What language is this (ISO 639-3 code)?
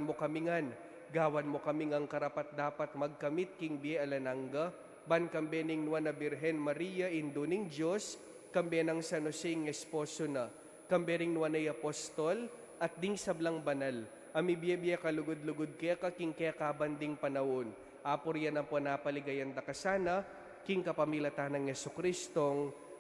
pam